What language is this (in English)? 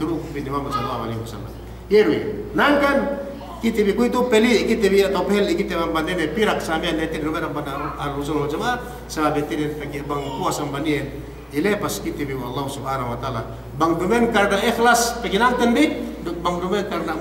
Yakan